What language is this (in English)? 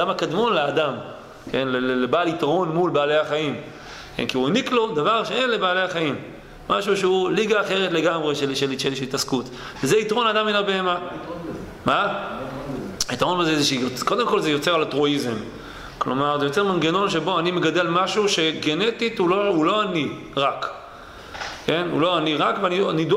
Hebrew